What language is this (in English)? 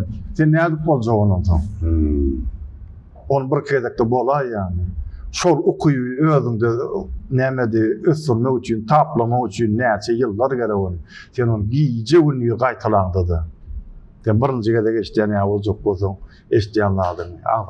Turkmen